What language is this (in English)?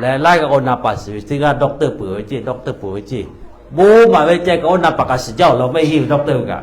Lahu